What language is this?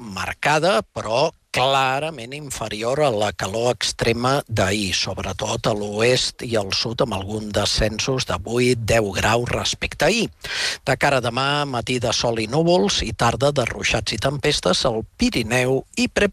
Catalan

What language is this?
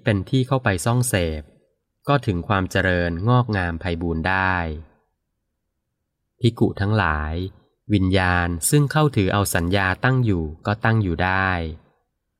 Thai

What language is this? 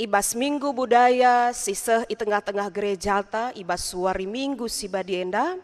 Batak Karo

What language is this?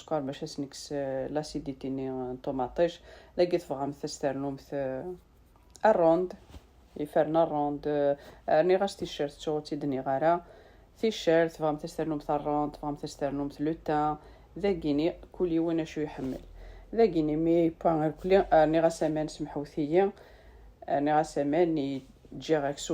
Kabyle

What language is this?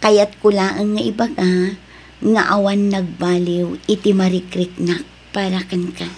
Iloko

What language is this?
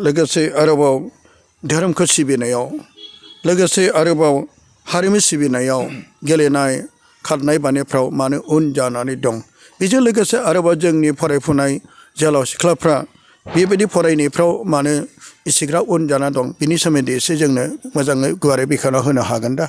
Bodo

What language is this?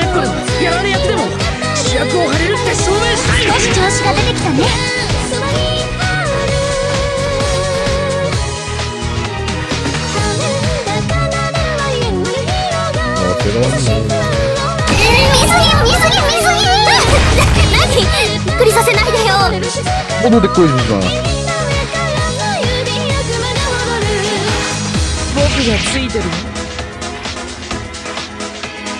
Japanese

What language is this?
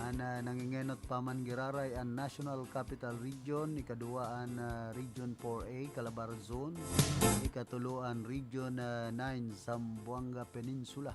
Bikol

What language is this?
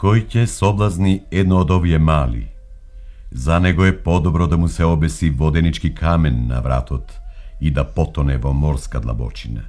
Macedonian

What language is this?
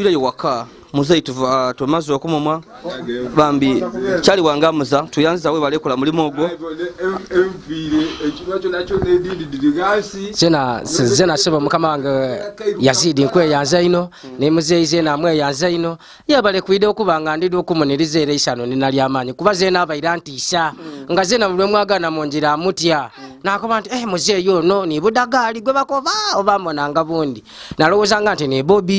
Ganda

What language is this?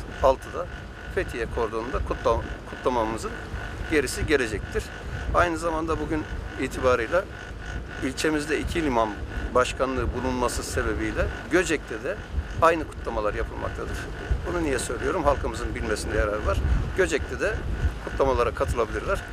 Turkish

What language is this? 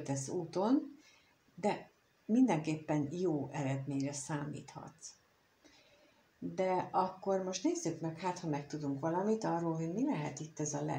Hungarian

